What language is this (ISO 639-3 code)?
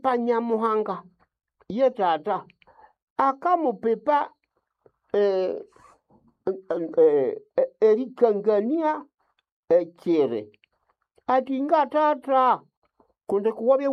nnb